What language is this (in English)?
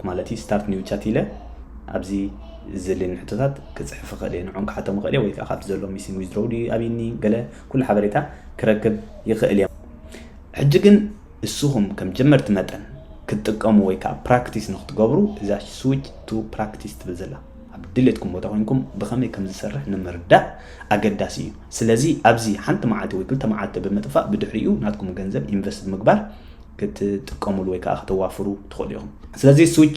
Tigrinya